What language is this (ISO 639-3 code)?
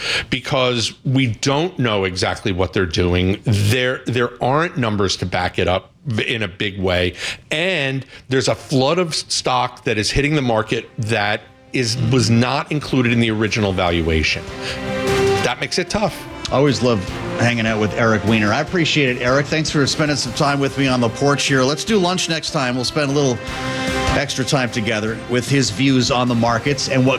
eng